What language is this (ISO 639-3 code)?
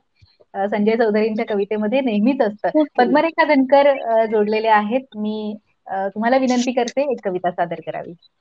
mar